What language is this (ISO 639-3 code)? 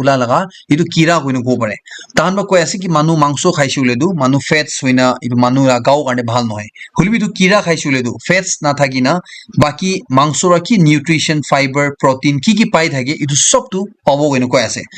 nag